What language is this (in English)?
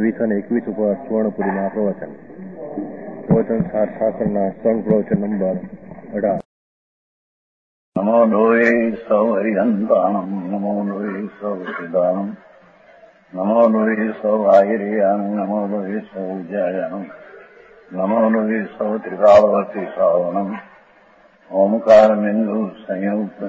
Gujarati